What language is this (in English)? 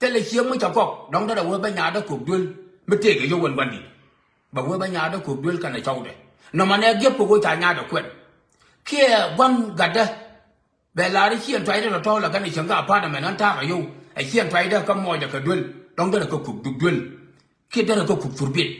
Nuer